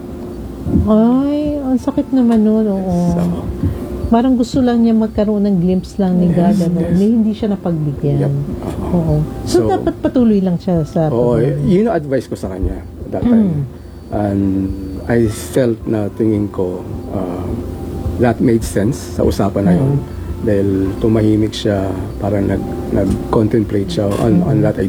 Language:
Filipino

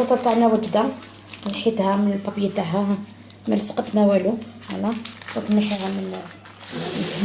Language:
Algerian Arabic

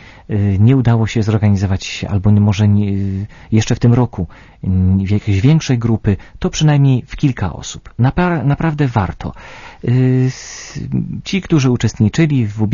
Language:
Polish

